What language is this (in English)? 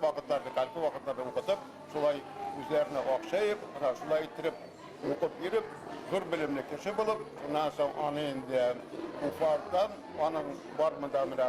Bashkir